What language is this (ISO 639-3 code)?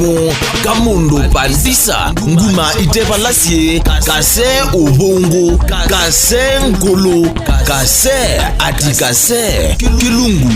kam